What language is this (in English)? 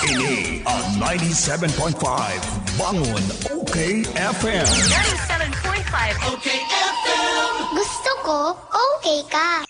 Bikol